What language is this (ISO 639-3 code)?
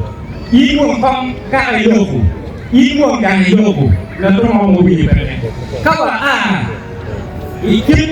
ach